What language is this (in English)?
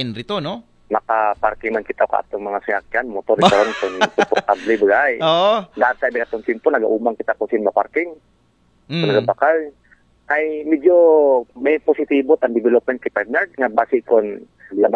Aklanon